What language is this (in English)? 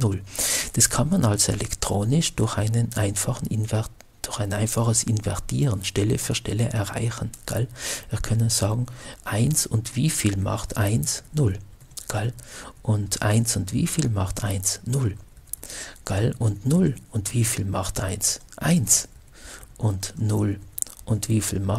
German